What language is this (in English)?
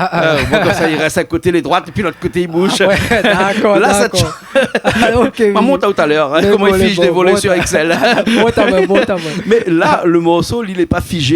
Réunion Creole French